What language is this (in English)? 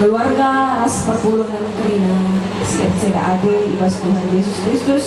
Batak Karo